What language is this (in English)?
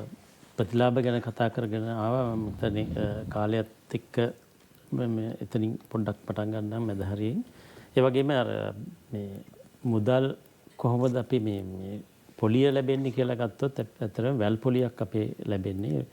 Sinhala